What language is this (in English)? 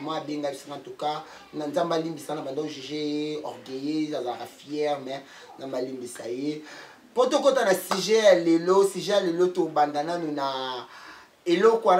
Lingala